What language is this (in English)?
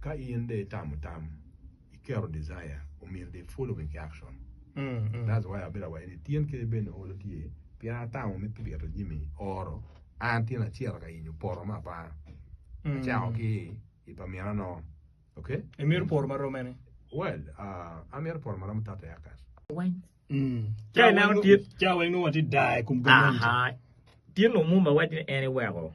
Acoli